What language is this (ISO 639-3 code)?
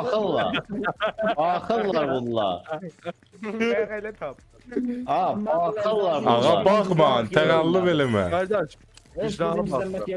azb